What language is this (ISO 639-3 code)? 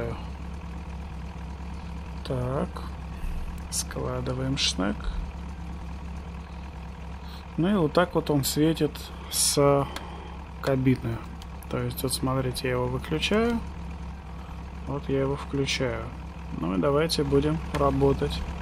rus